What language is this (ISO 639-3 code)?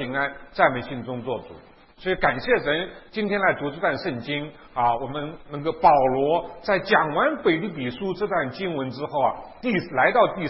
zho